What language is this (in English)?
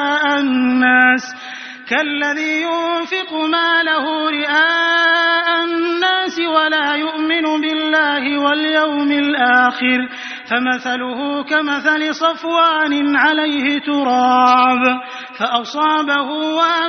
Arabic